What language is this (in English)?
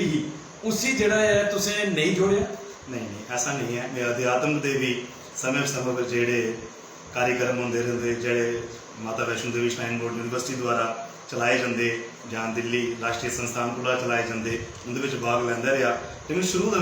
Dogri